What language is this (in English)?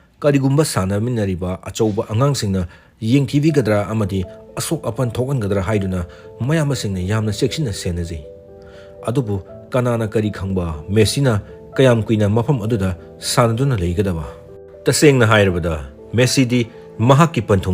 Manipuri